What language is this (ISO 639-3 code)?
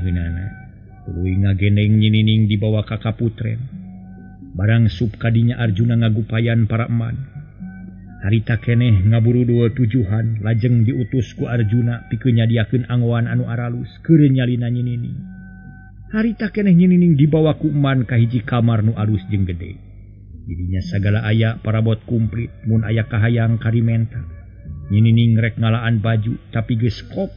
sun